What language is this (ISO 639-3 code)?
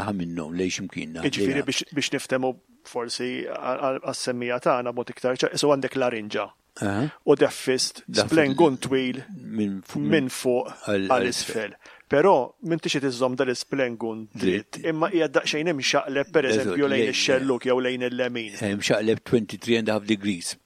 mlt